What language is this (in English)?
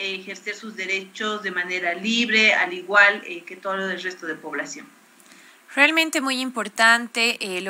Spanish